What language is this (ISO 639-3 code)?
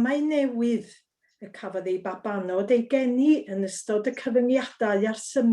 cym